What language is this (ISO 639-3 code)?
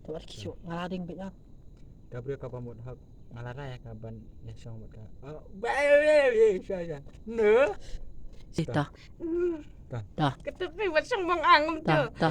kha